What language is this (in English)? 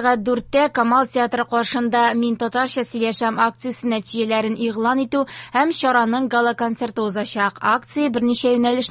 Tatar